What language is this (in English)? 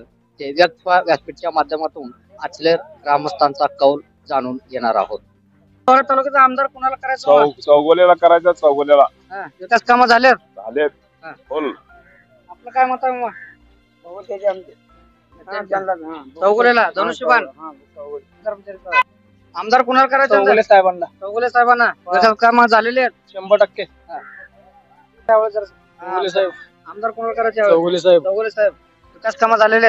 Marathi